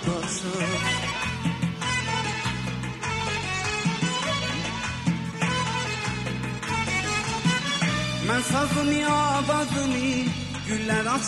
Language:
Persian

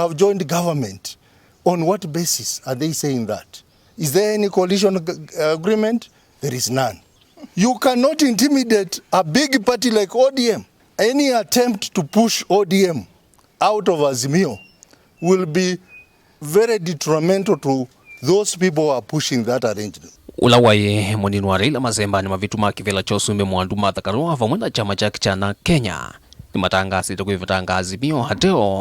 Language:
Kamba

